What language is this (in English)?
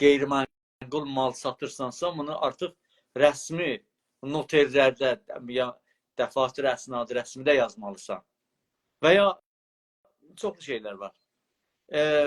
South Azerbaijani